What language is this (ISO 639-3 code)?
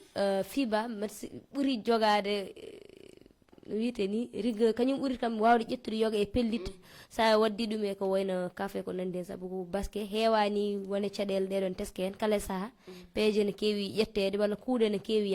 ful